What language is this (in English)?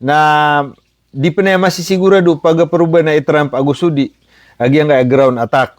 Maranao